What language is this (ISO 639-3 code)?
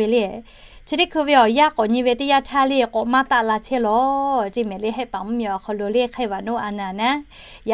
lhu